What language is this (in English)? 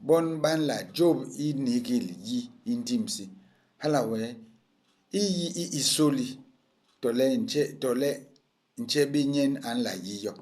Basaa